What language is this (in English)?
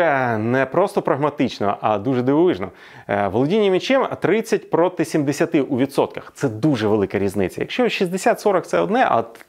Ukrainian